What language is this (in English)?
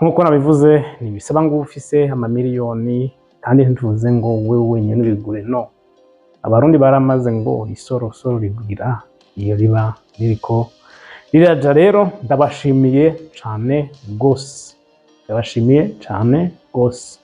Rundi